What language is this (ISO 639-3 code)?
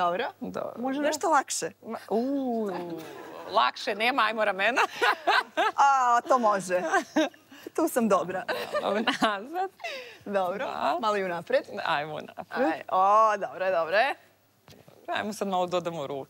srp